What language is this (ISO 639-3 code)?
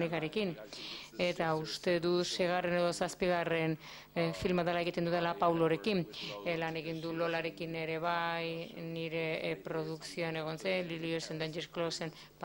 eus